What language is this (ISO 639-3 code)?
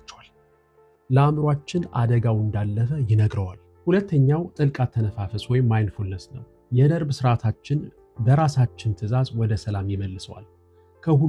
amh